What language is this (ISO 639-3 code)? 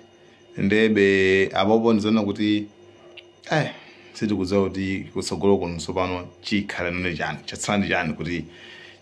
nya